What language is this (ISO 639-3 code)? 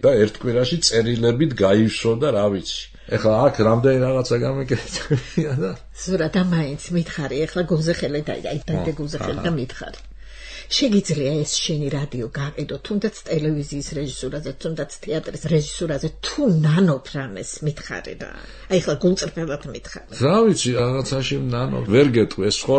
kat